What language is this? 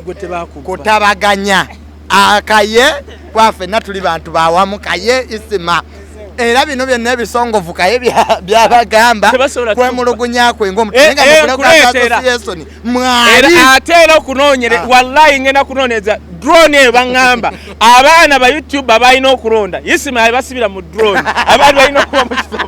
Ganda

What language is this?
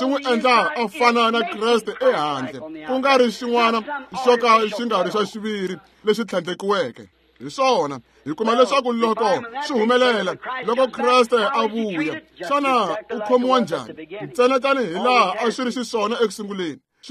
Tsonga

